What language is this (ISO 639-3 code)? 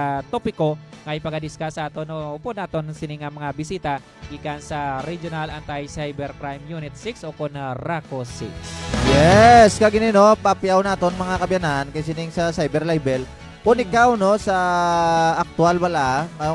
hil